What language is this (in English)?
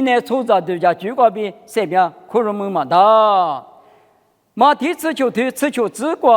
Lisu